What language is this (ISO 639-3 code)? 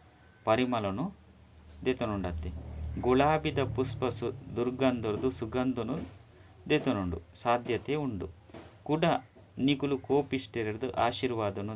tcy